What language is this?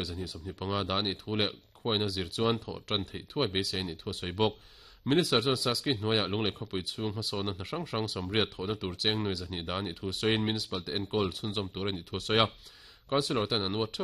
Mizo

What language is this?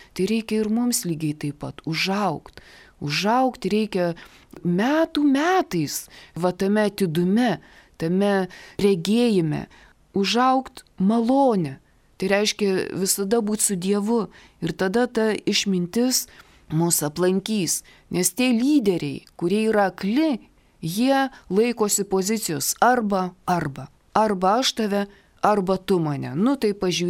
Lithuanian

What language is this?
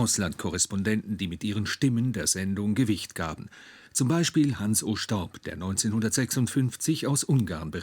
Swiss German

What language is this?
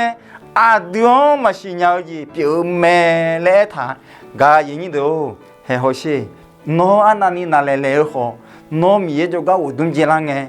Akha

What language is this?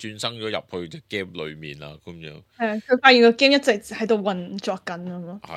Cantonese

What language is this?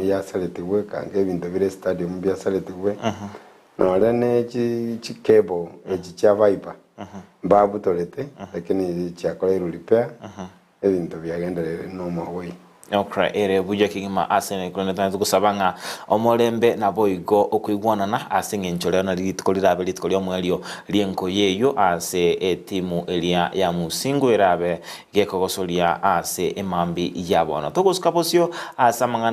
Gusii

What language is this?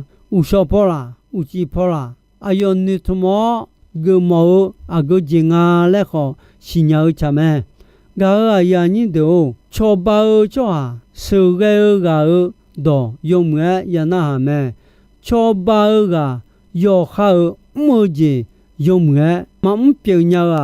Akha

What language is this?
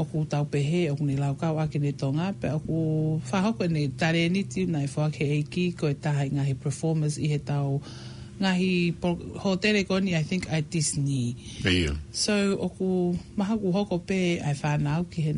Tongan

